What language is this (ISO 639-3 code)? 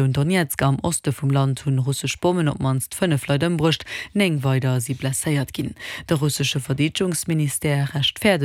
ltz